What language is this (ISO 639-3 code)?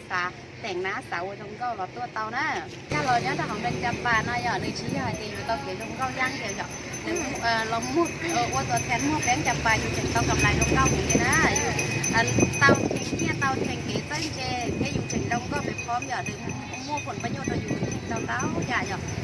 hmn